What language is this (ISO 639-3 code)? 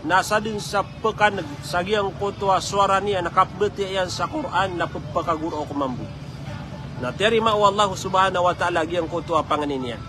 mrw